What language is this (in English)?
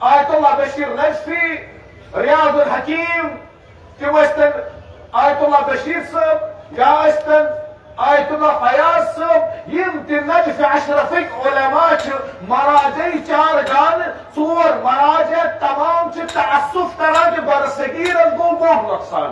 Kashmiri